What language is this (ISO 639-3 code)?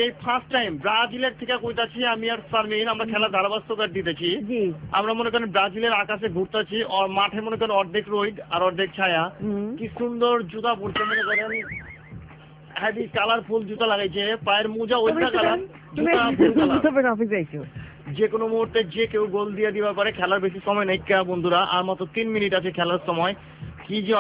ben